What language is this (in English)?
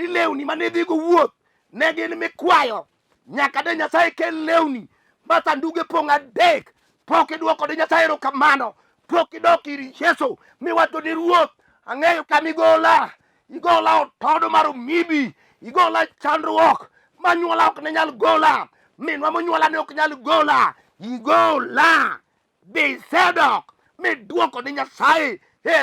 Luo (Kenya and Tanzania)